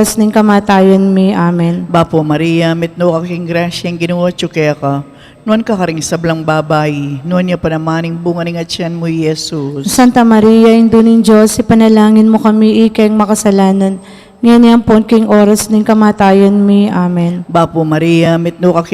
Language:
Pampanga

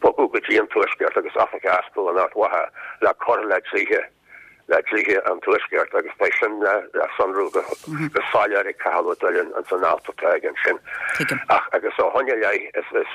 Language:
Irish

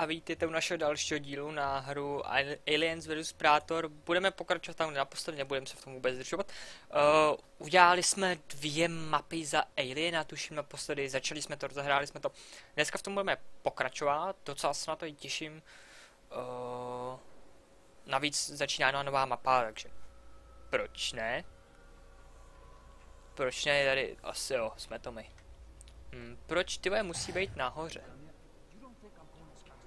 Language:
Czech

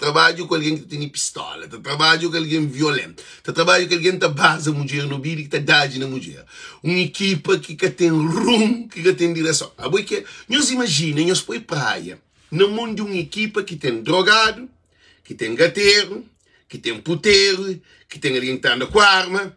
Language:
Kabuverdianu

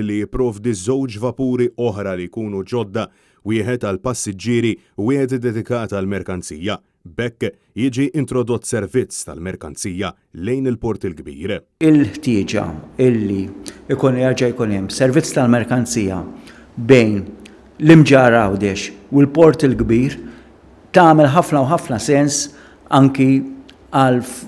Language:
Maltese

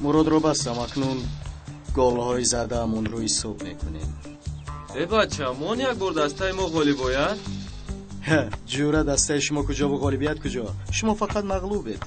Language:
Tajik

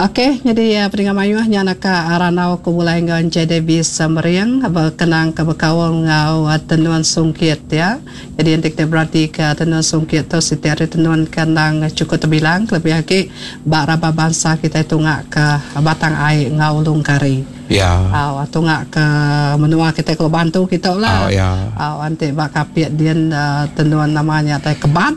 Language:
Iban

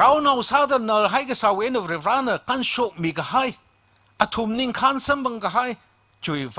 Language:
Tangkhul Naga (India)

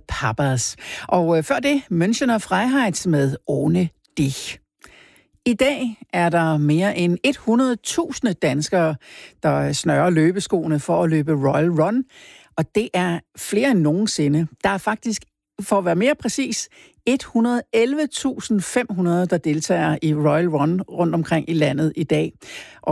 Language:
Danish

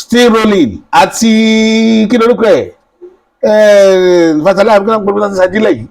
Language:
Yoruba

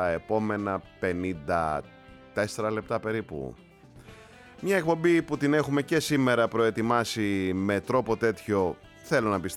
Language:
Greek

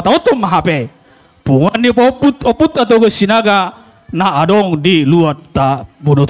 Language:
Batak Toba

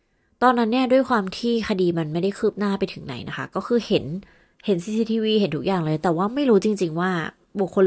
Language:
Thai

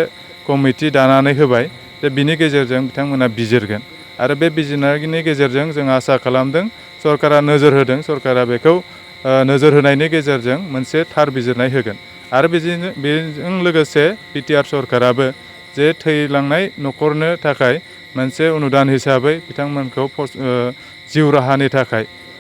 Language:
Bodo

